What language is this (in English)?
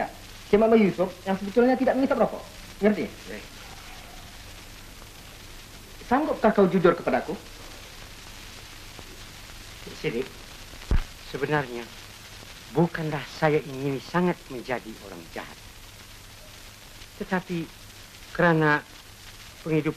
Malay